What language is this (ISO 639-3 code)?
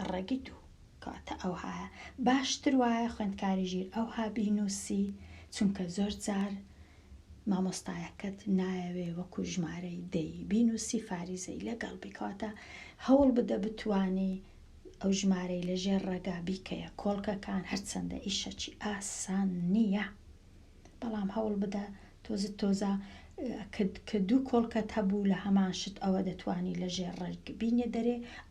ckb